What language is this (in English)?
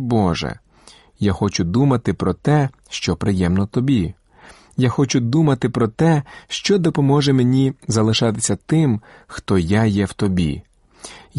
Ukrainian